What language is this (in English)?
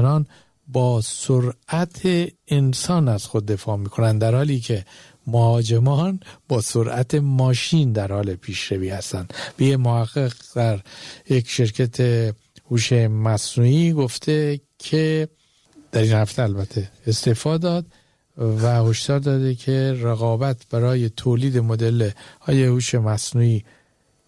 Persian